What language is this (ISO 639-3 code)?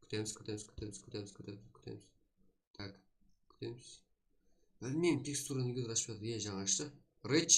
kaa